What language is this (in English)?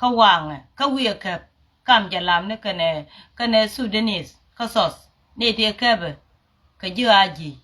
Nuer